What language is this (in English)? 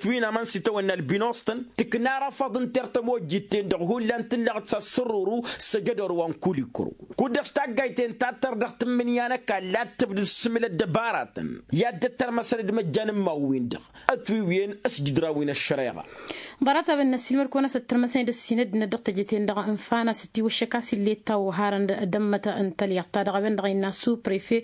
Tamasheq